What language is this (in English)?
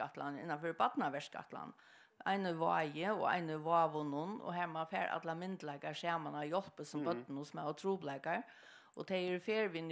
Faroese